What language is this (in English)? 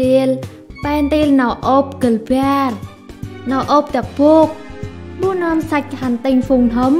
Central Mnong